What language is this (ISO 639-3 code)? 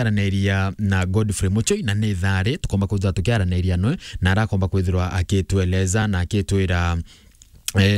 mer